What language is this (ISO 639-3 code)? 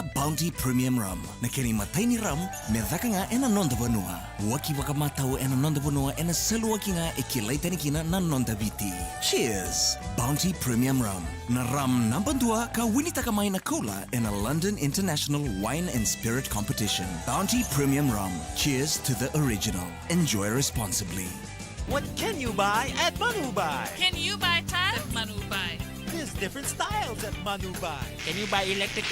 fij